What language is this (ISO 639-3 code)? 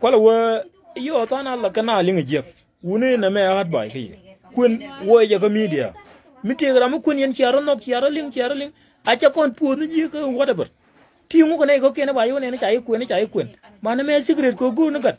nus